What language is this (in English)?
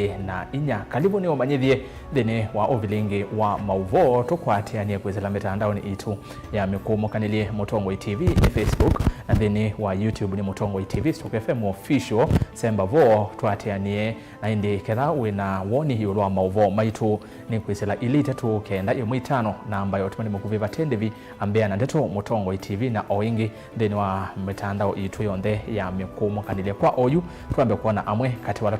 Kamba